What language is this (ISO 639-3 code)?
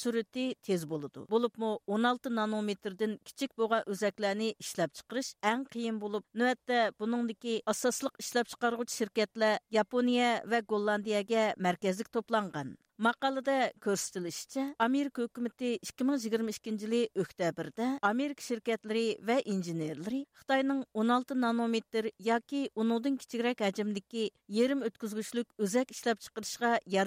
uig